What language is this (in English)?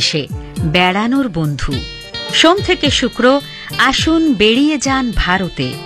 Bangla